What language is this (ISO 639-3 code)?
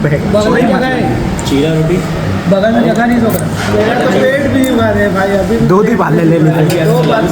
hne